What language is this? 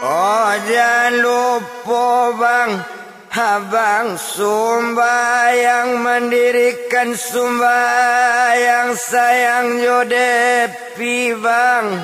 Minangkabau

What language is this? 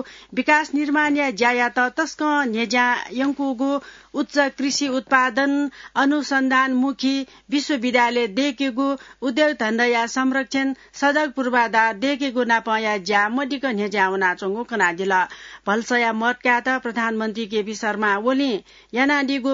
Newari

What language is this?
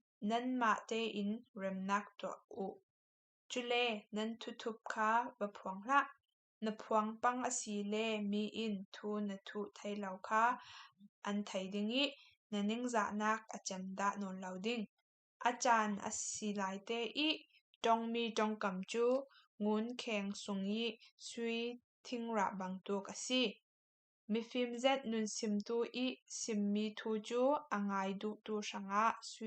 Falam Chin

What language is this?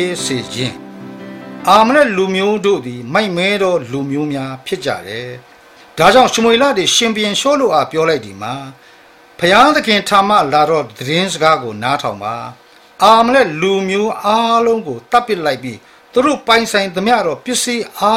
Burmese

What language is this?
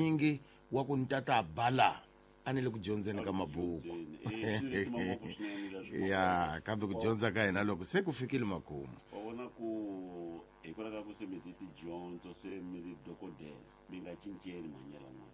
Tsonga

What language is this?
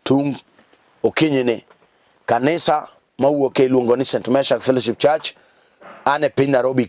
Luo (Kenya and Tanzania)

